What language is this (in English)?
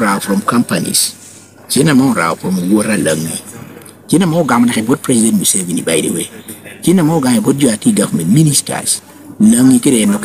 Lango (Uganda)